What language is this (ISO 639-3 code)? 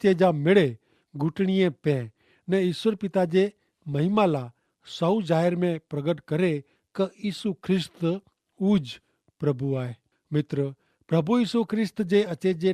kfr